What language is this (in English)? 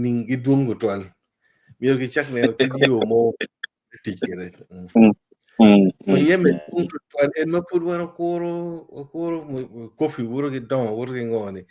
Acoli